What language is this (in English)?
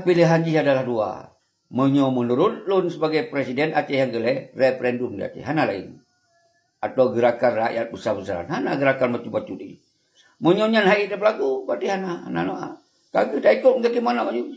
Achinese